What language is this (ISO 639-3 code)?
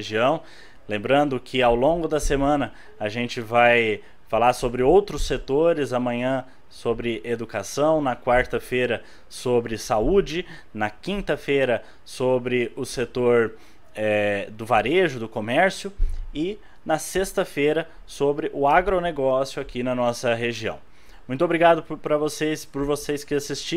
por